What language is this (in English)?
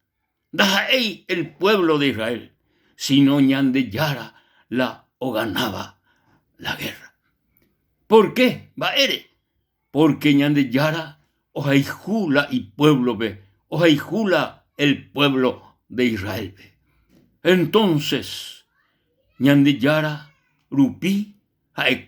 Guarani